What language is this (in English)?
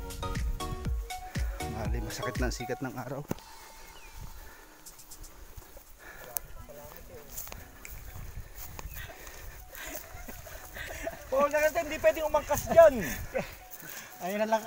Filipino